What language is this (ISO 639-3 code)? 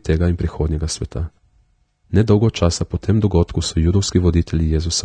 slv